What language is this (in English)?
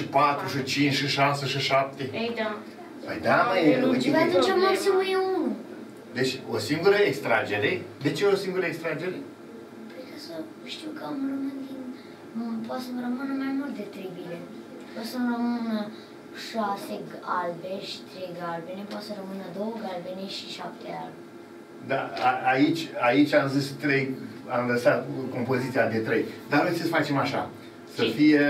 Romanian